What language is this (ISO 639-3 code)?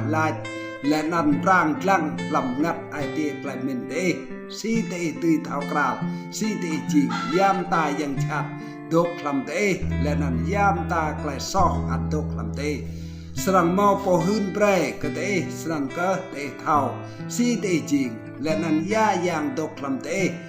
rad